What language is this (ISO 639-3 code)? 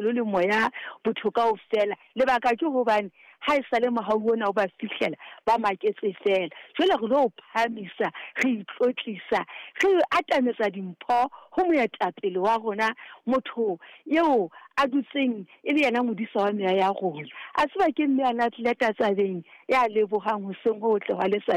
sot